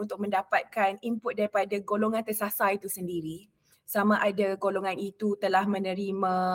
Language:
Malay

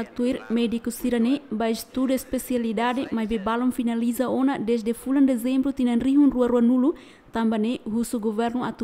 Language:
Tetum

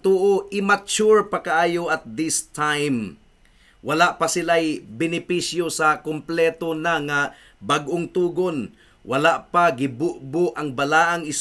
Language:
Cebuano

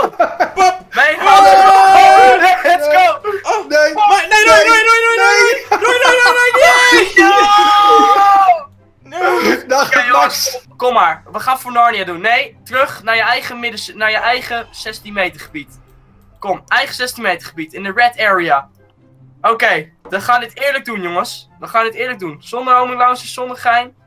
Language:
Dutch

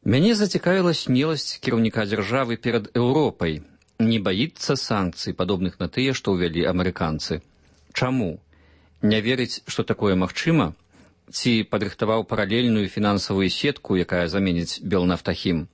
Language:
Belarusian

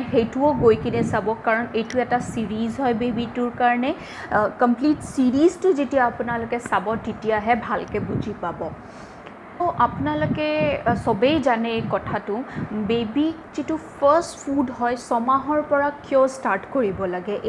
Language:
Assamese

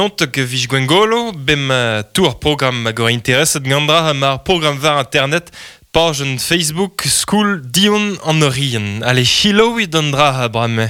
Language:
Breton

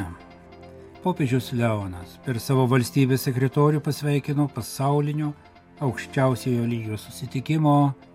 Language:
Lithuanian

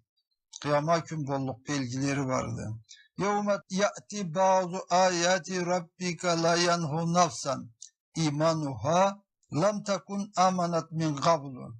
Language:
Karachay-Balkar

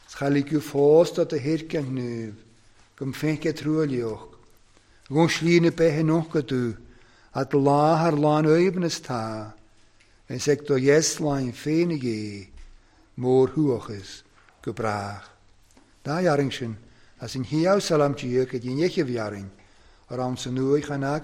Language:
Welsh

